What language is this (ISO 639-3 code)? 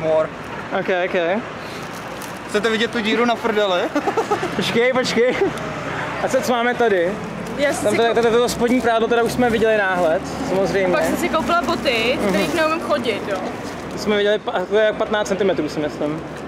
ces